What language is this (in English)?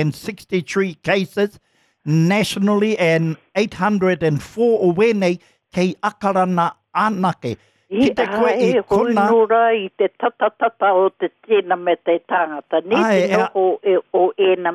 Māori